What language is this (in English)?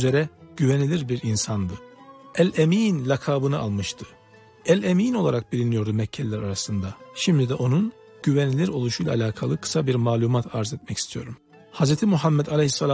Turkish